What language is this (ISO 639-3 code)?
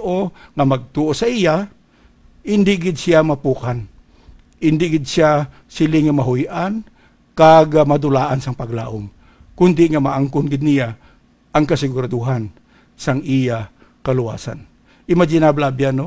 hil